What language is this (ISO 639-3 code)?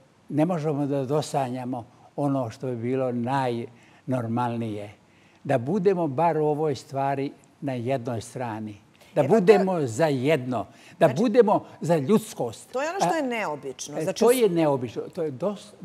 srp